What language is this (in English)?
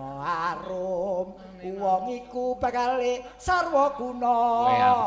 Javanese